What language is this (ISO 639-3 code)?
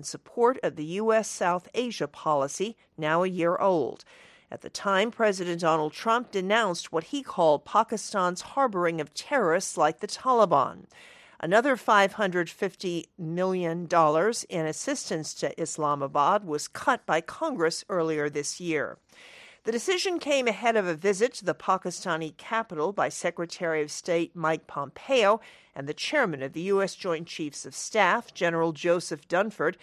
eng